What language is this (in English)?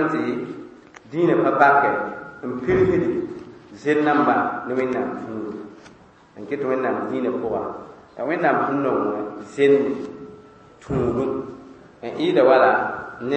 Mossi